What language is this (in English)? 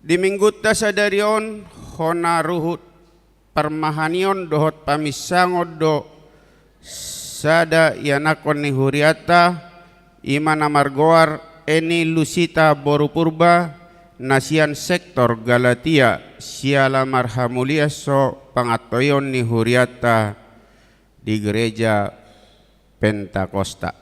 Batak Toba